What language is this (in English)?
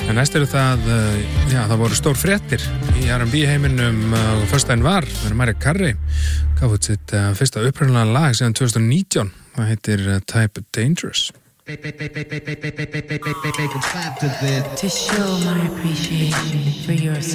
Icelandic